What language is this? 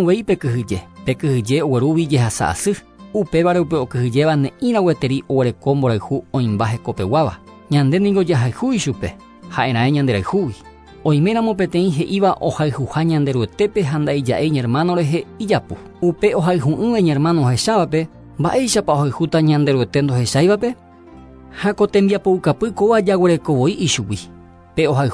Guarani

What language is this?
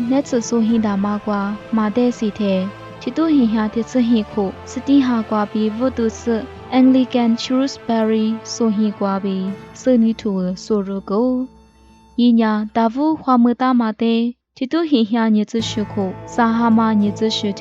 Lisu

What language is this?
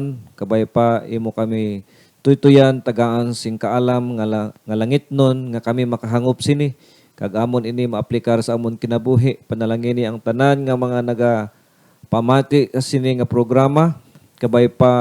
Hiligaynon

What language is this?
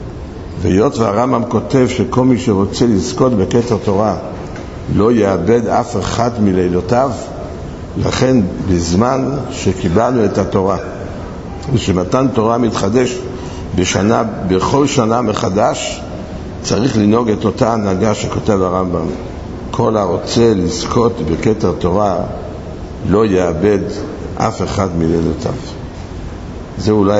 Hebrew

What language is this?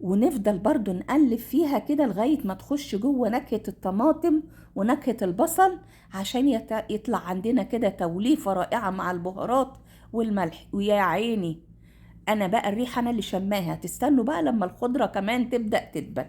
Egyptian Arabic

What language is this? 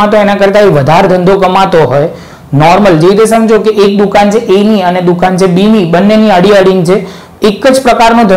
Gujarati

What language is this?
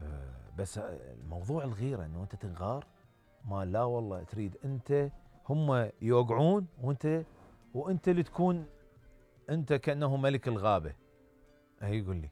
Mesopotamian Arabic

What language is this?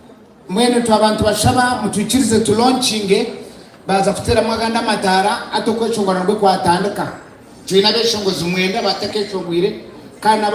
Nyankole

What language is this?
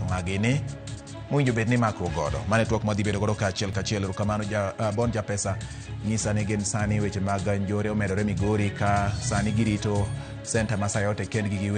Luo (Kenya and Tanzania)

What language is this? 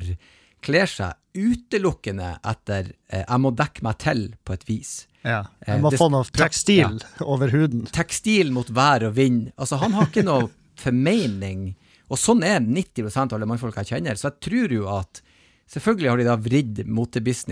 Norwegian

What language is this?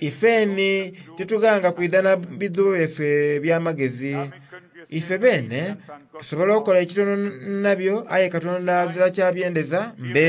Soga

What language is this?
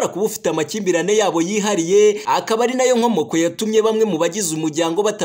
Kinyarwanda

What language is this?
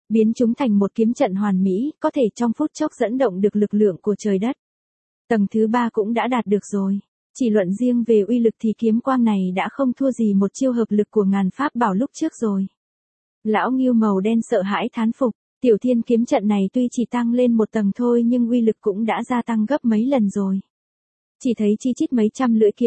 Vietnamese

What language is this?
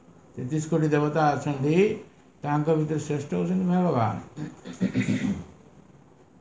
Odia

